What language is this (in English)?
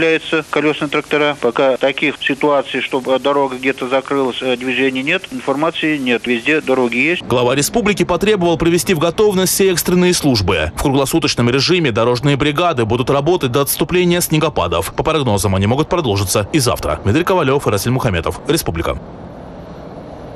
Russian